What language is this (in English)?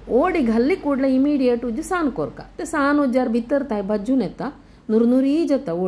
Konkani